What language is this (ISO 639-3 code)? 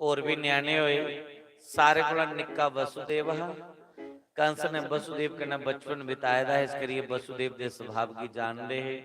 doi